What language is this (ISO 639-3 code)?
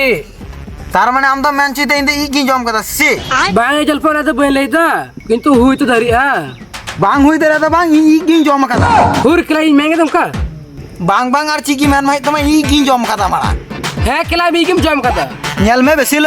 sat